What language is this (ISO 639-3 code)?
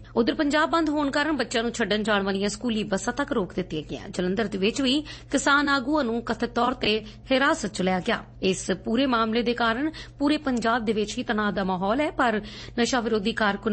pan